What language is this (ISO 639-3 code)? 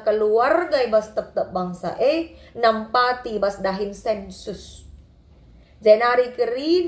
btx